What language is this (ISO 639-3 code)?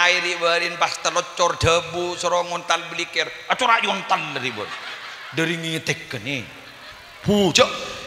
mad